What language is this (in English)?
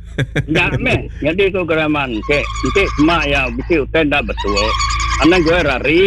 Iban